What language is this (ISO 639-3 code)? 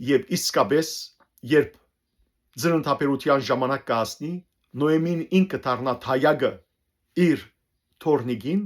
hyw